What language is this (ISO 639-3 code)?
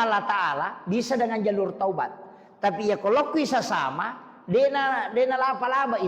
bug